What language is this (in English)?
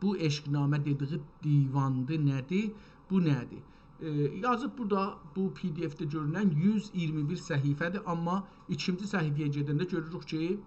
South Azerbaijani